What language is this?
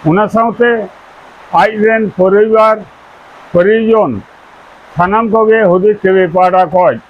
Santali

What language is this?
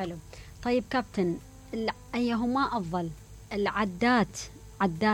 Mesopotamian Arabic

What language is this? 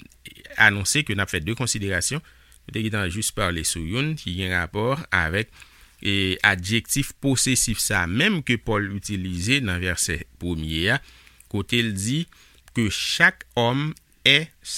Haitian Creole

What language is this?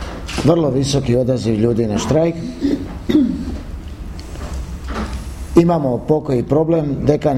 Croatian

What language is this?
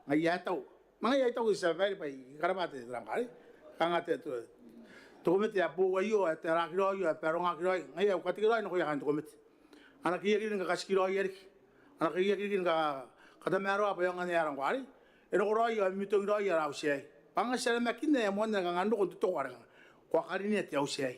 Gilbertese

